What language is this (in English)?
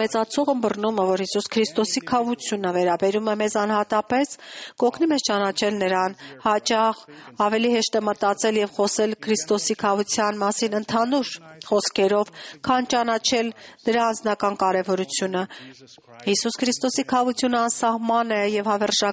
Armenian